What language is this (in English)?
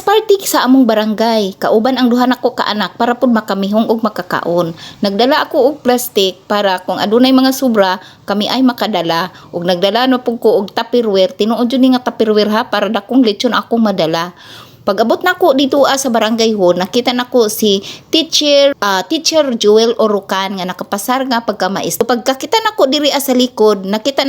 Cebuano